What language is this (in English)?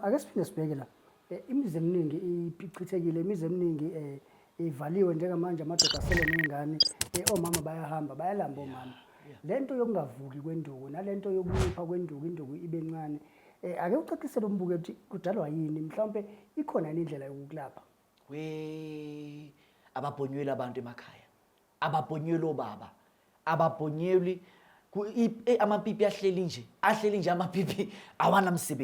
Zulu